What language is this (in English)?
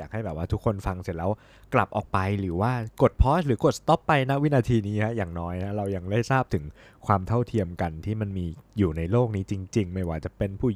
Thai